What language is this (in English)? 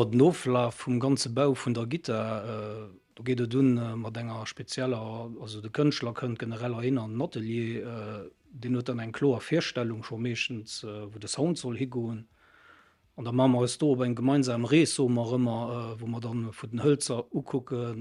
Luxembourgish